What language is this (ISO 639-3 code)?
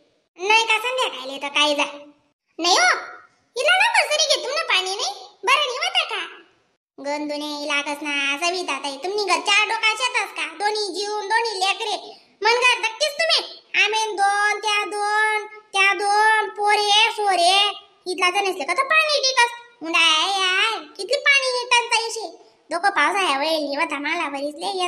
khn